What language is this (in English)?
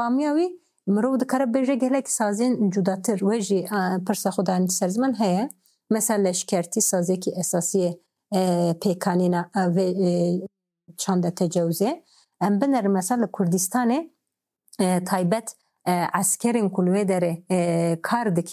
Kurdish